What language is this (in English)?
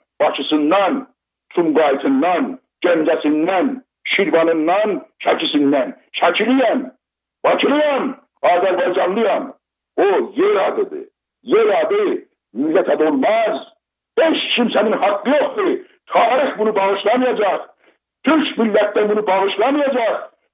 South Azerbaijani